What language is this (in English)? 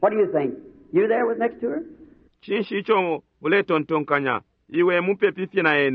Bemba